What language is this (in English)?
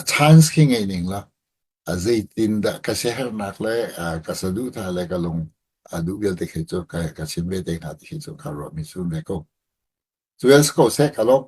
Hakha Chin